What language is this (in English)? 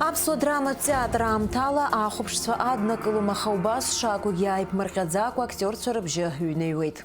Abkhazian